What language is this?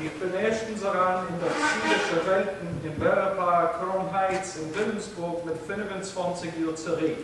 Yiddish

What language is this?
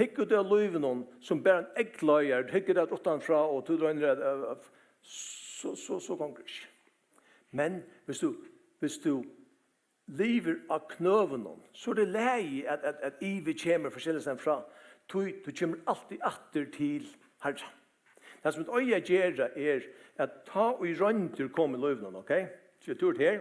Faroese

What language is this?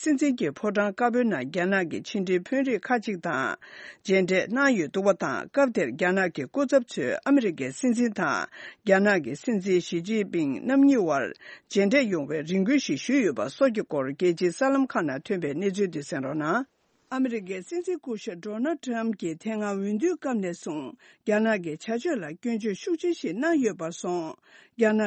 Tibetan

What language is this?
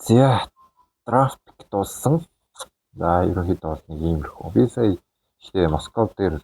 Mongolian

